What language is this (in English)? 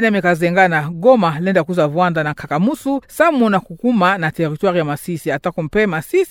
Kituba (Democratic Republic of Congo)